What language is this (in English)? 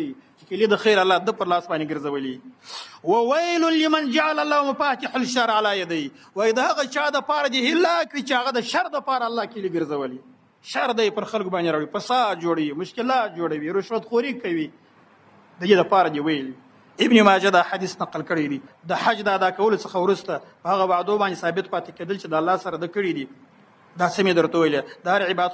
Pashto